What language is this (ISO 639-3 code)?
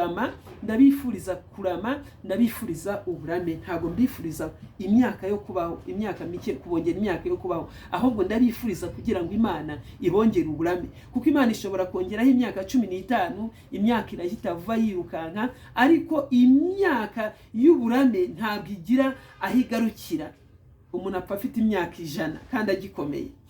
kin